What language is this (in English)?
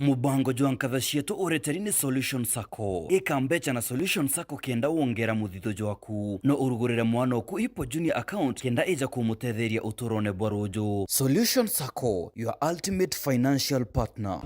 Meru